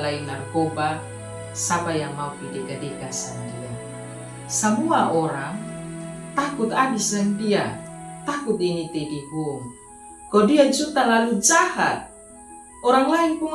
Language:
Kupang Malay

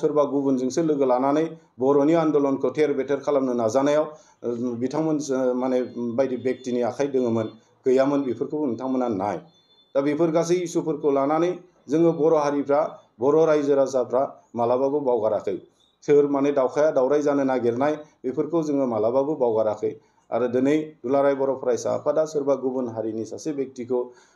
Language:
Bodo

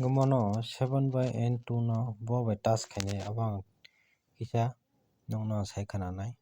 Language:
Kok Borok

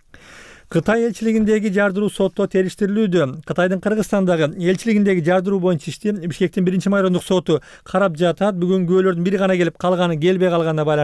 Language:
Kyrgyz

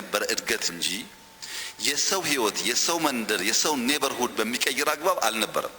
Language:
Amharic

